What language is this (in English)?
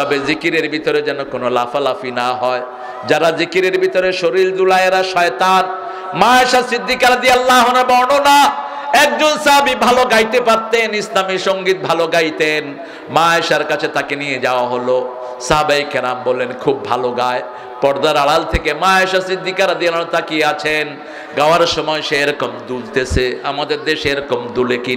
Bangla